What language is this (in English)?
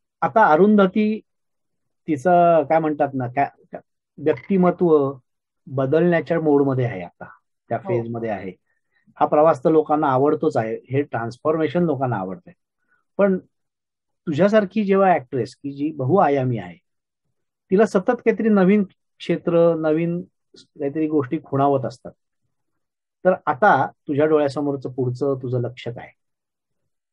Marathi